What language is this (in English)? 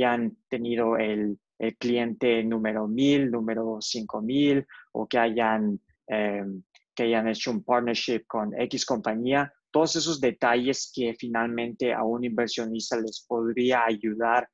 Spanish